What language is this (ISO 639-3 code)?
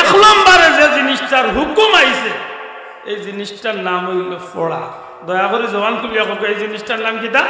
syl